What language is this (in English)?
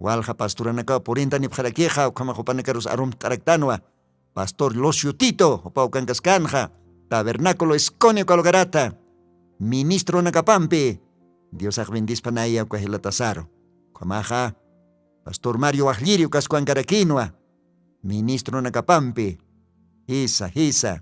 Aymara